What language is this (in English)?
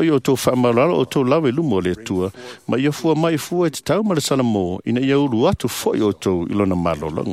Samoan